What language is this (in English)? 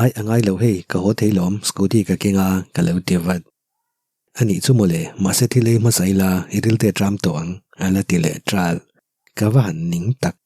Mizo